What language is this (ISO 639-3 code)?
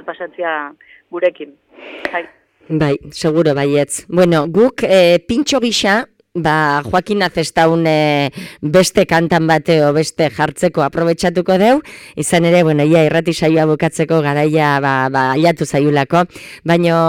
eus